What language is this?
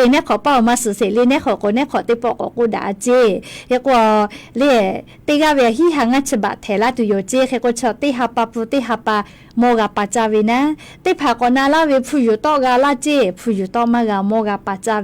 Lahu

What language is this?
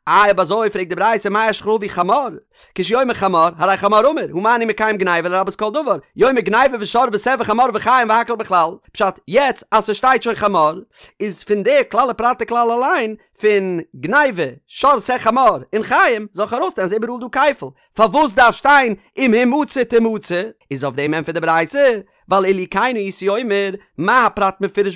Yiddish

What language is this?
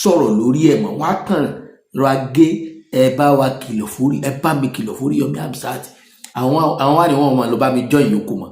Yoruba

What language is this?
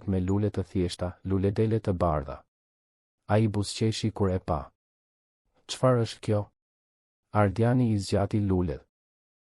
Albanian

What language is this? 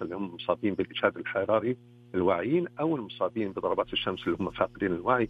Arabic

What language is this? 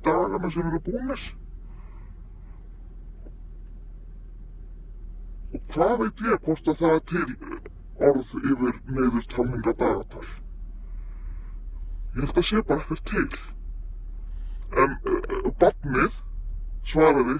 Icelandic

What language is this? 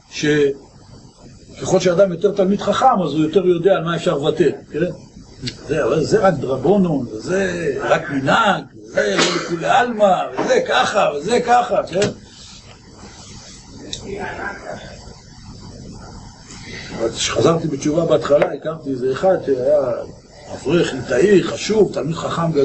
Hebrew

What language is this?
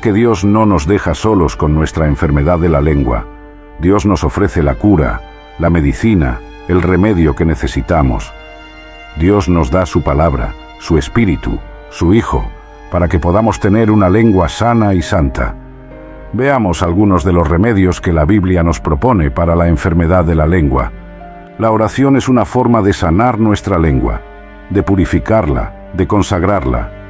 Spanish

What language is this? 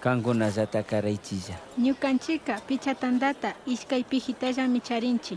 Chimborazo Highland Quichua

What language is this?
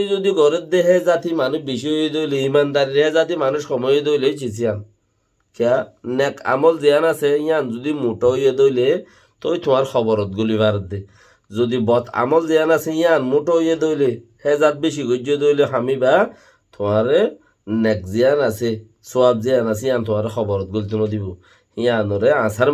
Rohingya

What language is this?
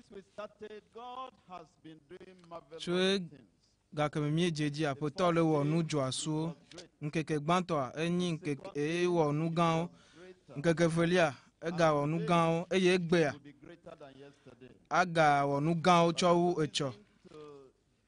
Ewe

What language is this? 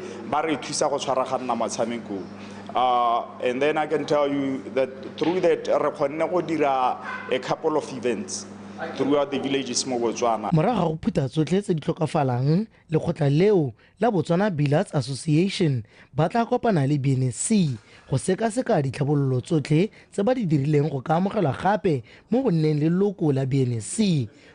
Tswana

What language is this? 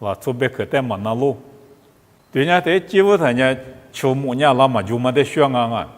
Lisu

